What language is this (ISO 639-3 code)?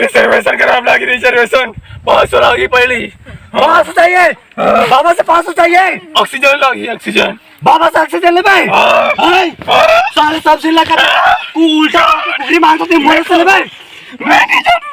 hne